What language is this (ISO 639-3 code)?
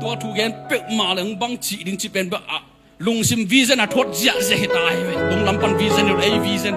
ctd